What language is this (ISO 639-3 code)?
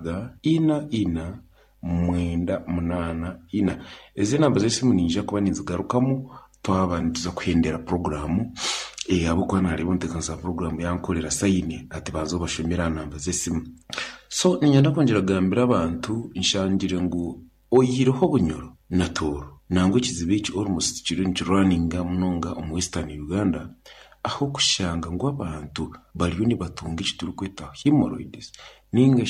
nyn